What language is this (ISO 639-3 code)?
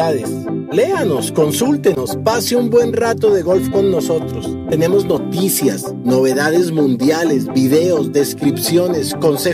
spa